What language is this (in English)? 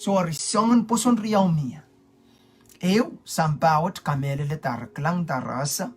Pohnpeian